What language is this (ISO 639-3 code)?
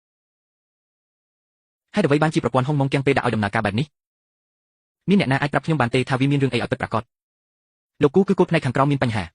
khm